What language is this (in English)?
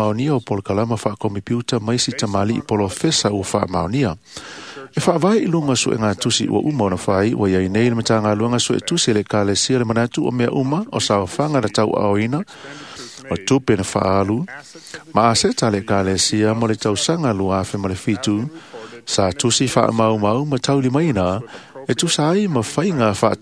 Samoan